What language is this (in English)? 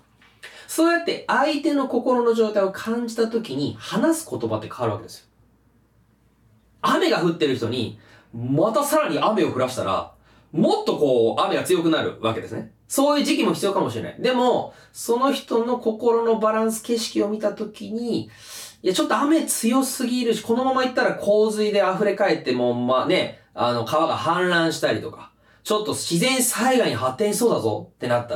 Japanese